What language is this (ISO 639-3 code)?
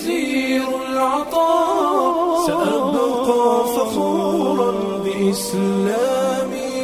som